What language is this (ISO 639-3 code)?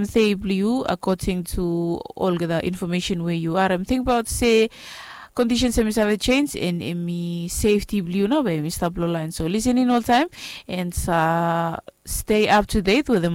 bis